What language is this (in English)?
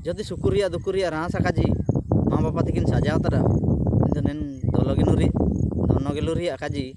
Ho